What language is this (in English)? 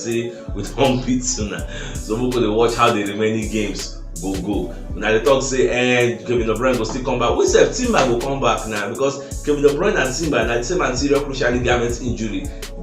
Nigerian Pidgin